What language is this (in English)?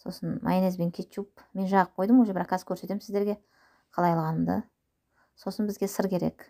Kazakh